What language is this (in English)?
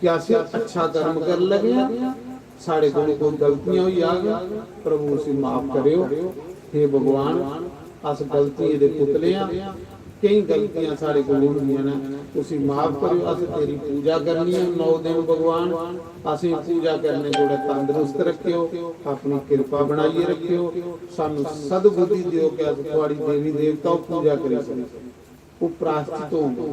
Dogri